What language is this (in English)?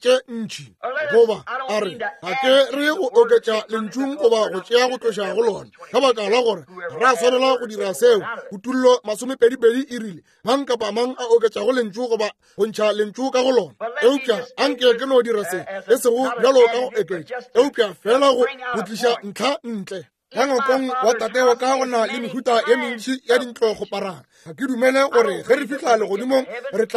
Northern Sotho